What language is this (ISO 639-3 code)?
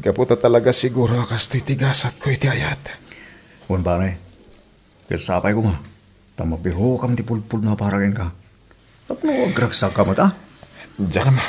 ilo